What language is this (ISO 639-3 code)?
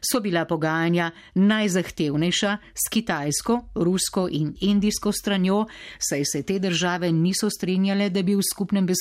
slv